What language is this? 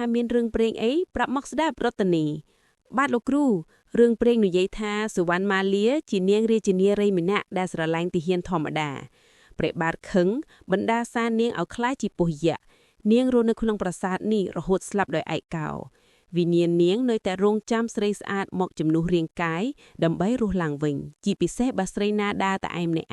Khmer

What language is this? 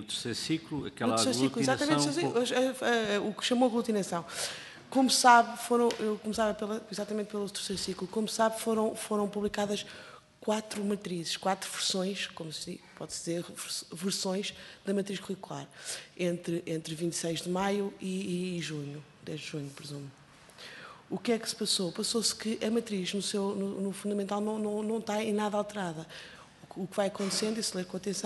Portuguese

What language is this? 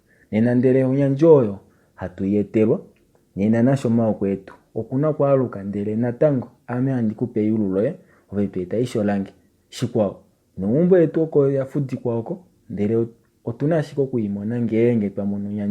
Kuanyama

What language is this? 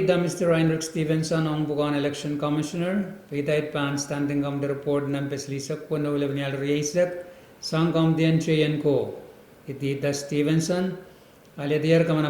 Pohnpeian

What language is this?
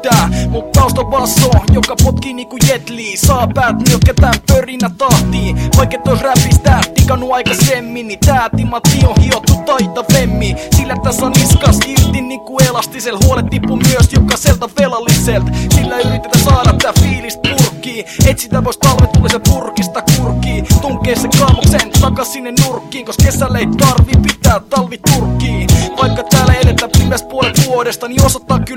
Finnish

